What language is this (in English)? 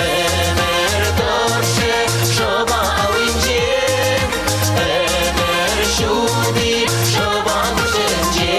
Chuvash